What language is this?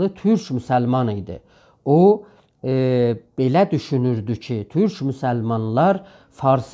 South Azerbaijani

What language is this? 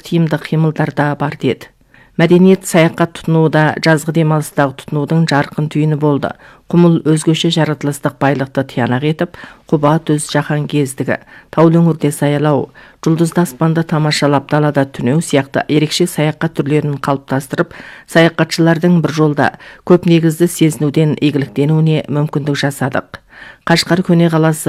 Kazakh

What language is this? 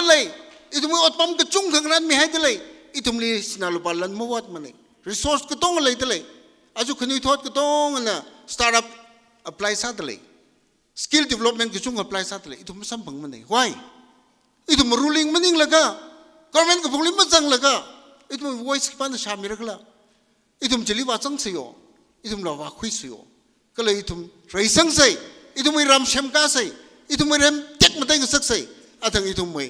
Tangkhul Naga (India)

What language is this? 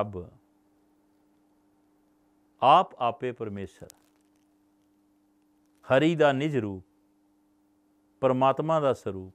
Punjabi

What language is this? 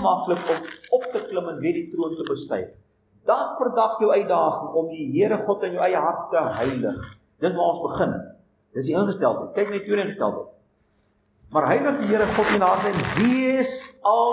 Afrikaans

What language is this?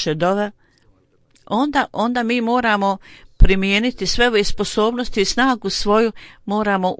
Bosnian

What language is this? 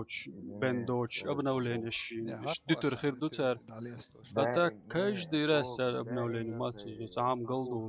Chechen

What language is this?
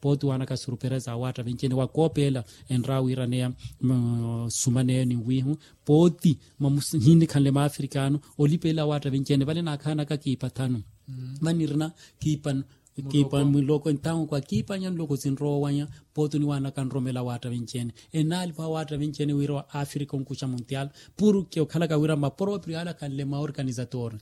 Makhuwa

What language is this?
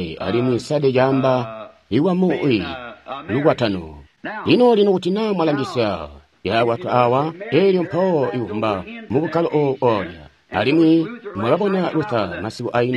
Tonga (Zambia)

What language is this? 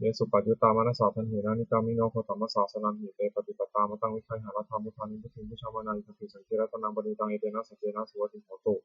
Pali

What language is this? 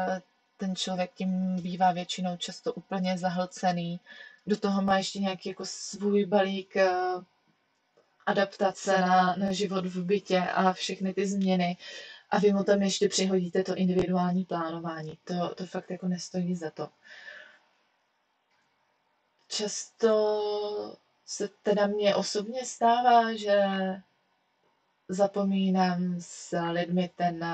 Czech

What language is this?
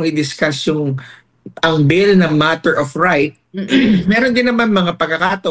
Filipino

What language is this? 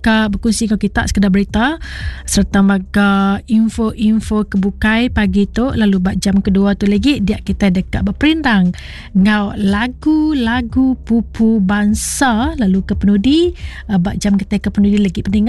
Iban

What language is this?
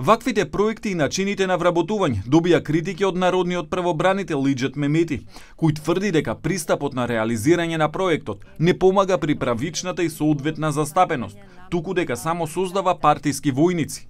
Macedonian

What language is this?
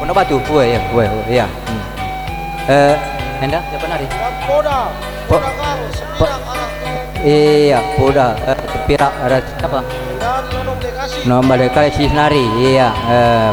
Batak Karo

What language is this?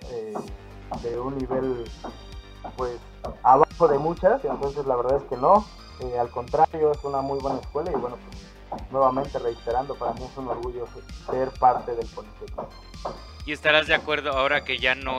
Spanish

